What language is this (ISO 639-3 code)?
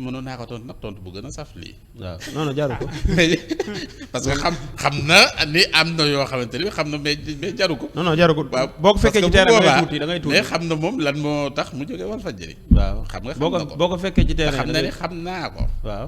wol